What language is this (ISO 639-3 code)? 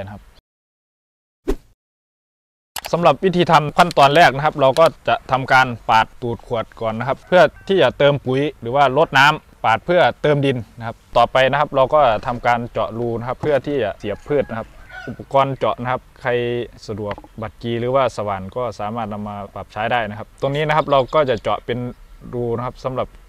tha